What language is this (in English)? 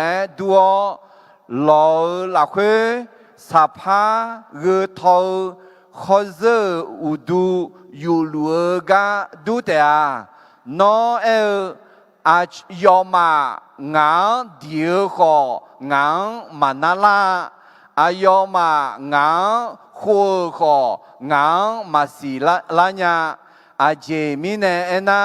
Akha